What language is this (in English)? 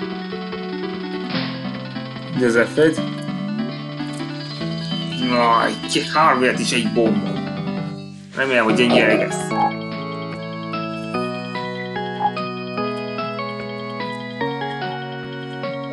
Hungarian